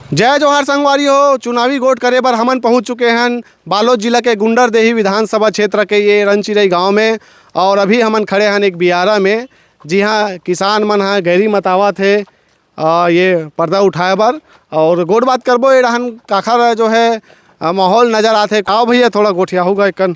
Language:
Chhattisgarhi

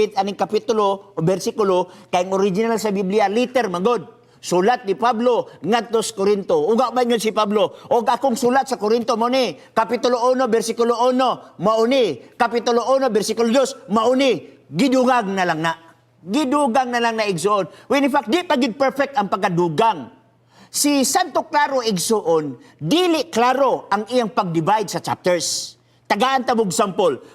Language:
Cebuano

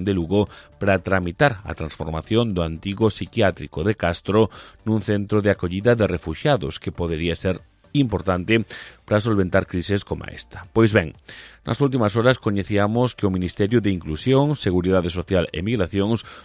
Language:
Galician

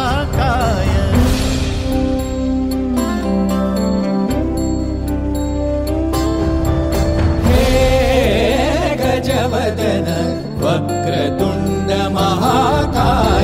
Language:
Marathi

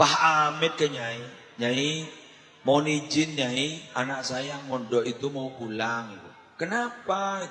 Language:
Madurese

